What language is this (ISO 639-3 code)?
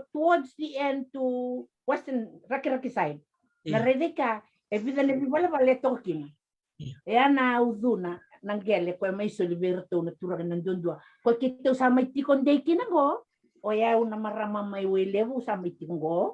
fij